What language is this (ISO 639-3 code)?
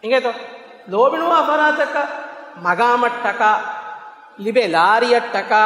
div